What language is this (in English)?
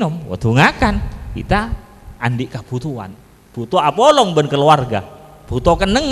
Madurese